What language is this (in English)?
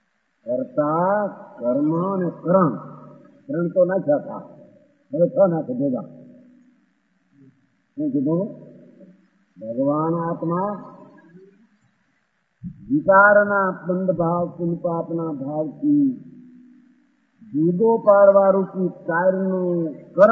Gujarati